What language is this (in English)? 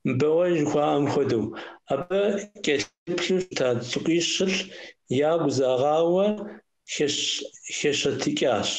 Kabardian